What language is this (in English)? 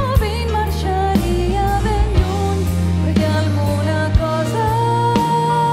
Catalan